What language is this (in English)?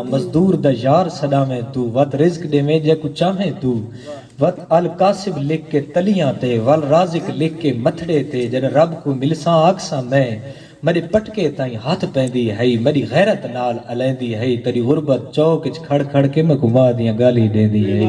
Saraiki